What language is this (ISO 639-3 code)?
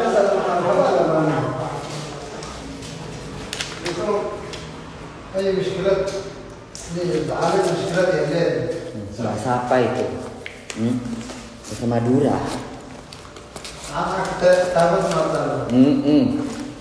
ind